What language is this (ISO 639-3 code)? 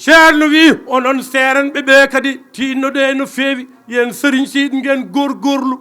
ful